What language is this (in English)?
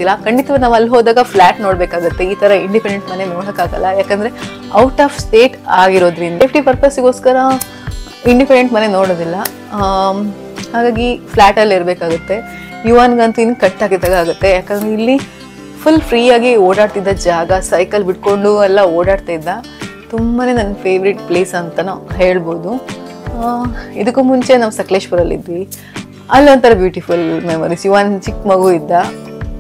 Kannada